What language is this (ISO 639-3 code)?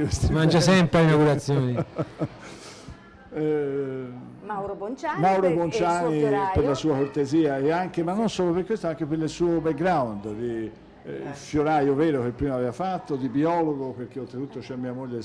ita